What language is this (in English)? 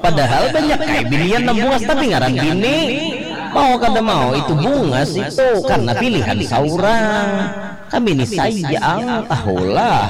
Banjar